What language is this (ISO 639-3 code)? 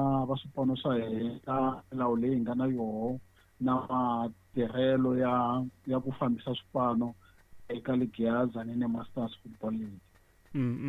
tso